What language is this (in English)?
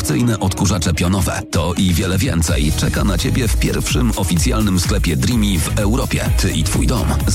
Polish